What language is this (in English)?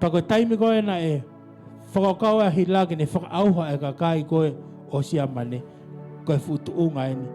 Tongan